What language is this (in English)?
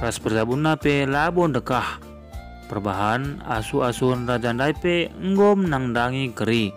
Batak Karo